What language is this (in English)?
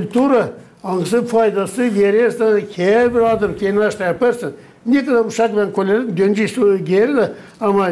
Gagauz